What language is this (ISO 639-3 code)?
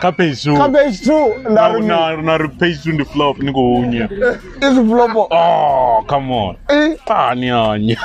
ven